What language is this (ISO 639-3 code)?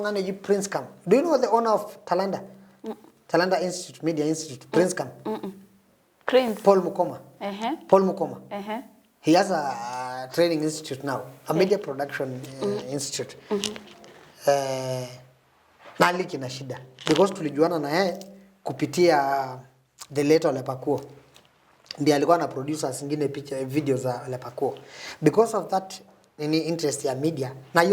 mas